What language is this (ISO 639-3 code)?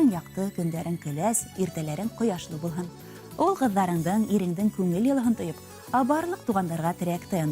bak